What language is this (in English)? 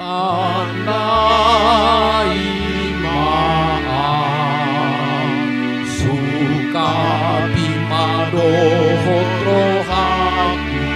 Batak Toba